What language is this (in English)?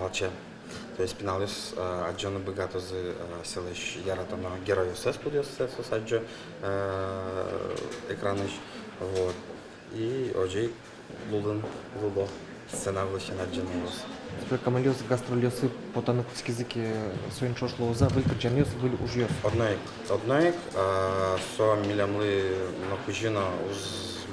Udmurt